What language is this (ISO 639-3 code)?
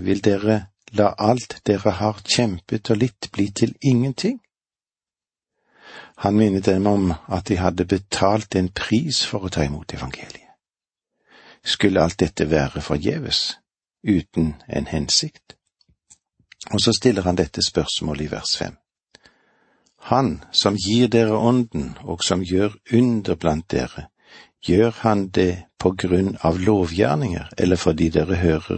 nor